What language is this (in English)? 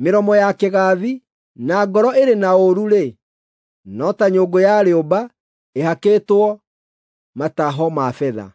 Kikuyu